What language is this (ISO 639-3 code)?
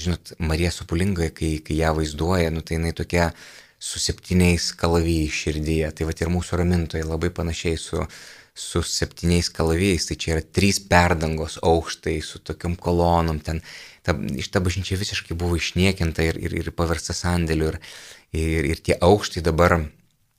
lit